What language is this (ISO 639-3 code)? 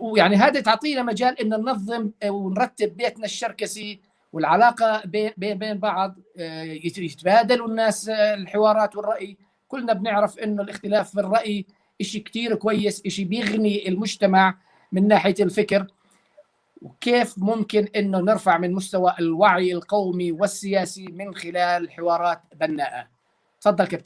apc